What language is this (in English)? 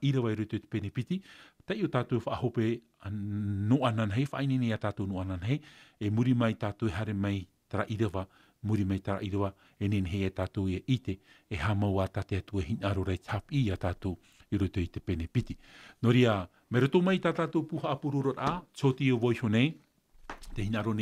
Tahitian